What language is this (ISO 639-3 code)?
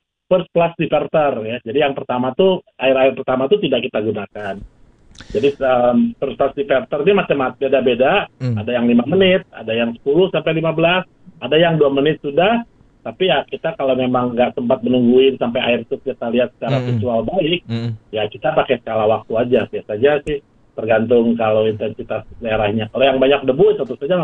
ind